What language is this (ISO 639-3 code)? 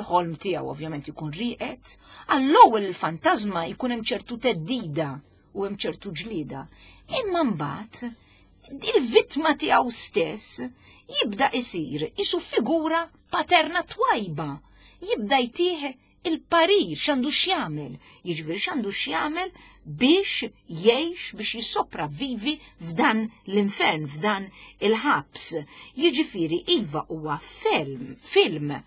mlt